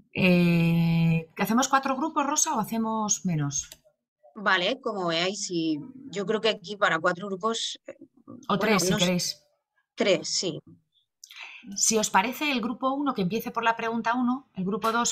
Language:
Spanish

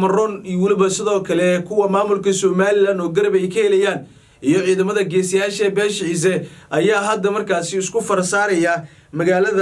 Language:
Somali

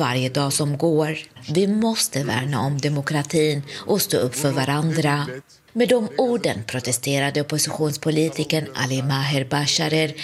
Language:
Swedish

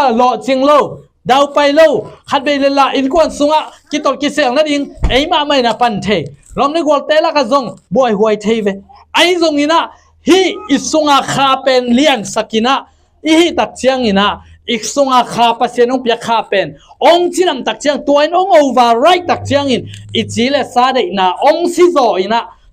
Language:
Tedim Chin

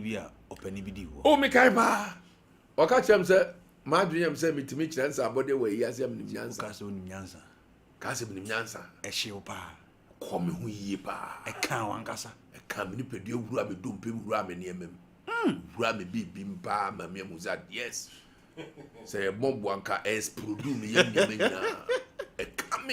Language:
Akan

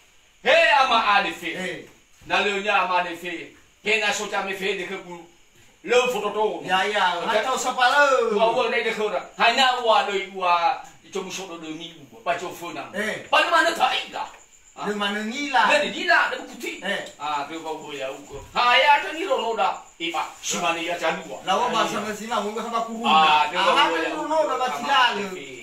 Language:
Nias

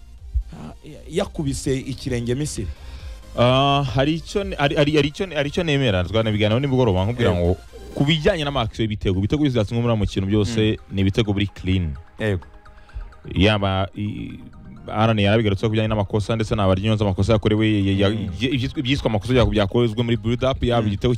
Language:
Kinyarwanda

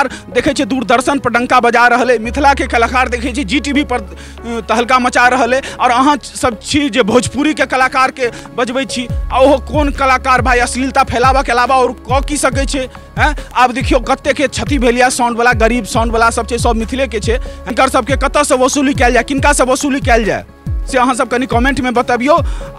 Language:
Maithili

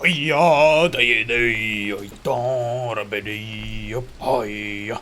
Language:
Bavarian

